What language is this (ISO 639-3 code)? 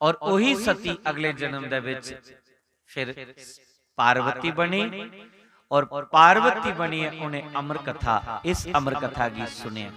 doi